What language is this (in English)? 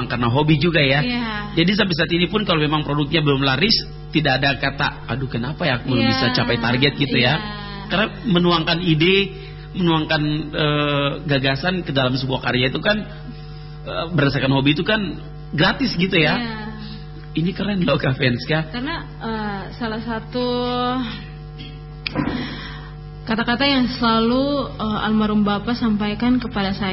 Indonesian